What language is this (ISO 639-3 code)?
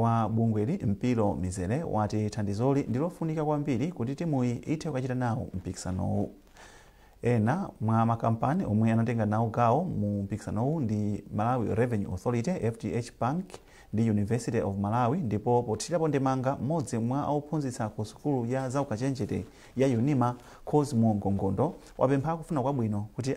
nya